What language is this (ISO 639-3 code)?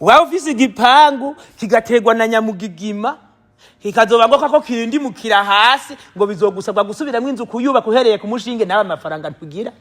run